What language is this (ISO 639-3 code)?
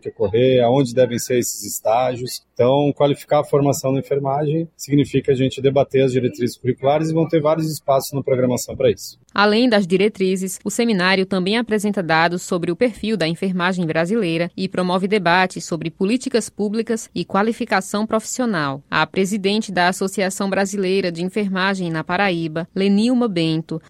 por